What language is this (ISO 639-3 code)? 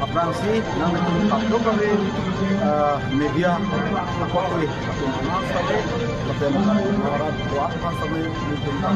mjw